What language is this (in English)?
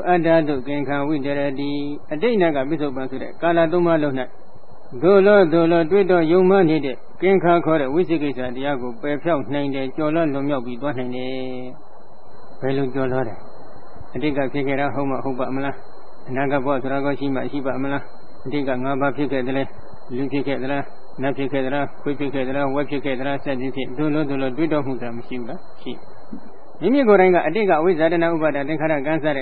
Burmese